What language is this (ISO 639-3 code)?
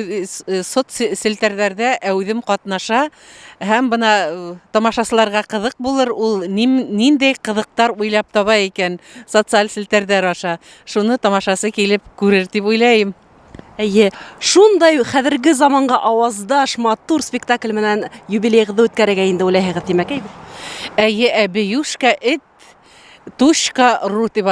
bak